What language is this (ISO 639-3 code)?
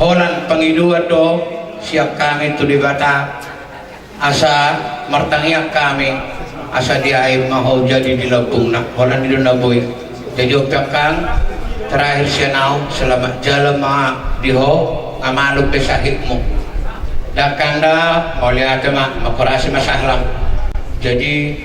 bbc